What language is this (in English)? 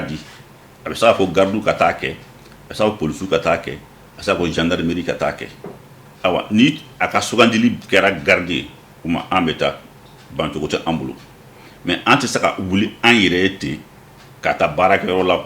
Bambara